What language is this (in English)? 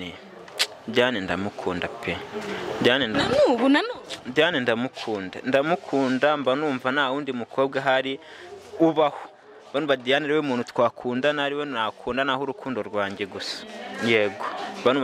Kinyarwanda